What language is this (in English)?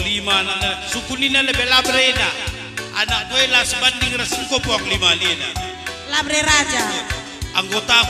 Batak Karo